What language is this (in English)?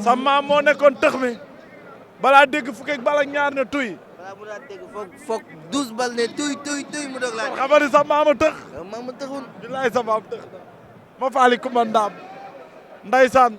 Wolof